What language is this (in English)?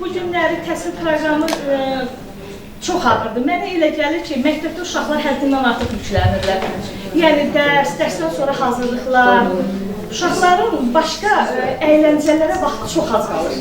Azerbaijani